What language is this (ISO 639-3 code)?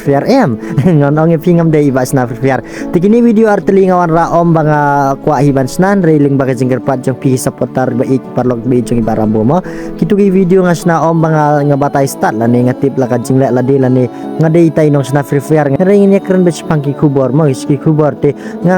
kha